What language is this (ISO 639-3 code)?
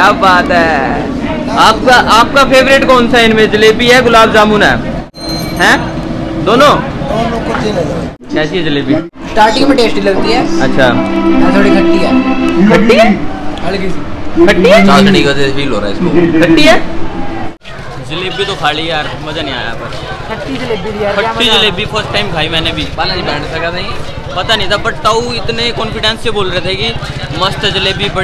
hin